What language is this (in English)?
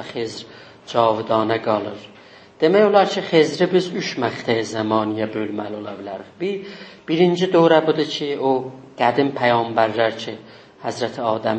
South Azerbaijani